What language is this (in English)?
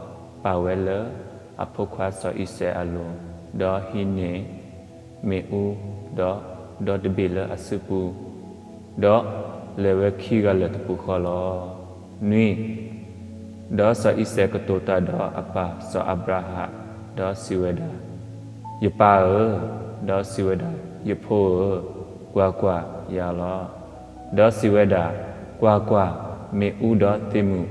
S'gaw Karen